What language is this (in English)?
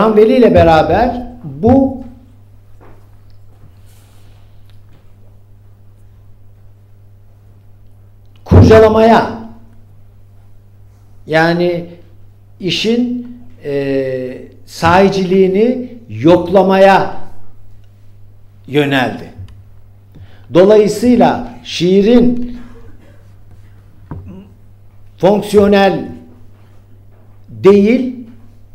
Turkish